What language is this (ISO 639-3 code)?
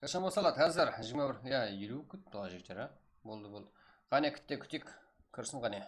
kaa